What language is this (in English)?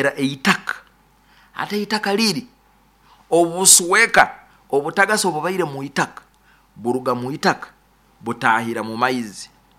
Nyoro